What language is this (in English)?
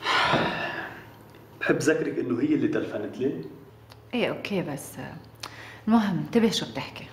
North Levantine Arabic